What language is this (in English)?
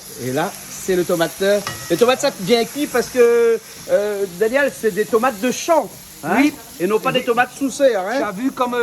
Réunion Creole French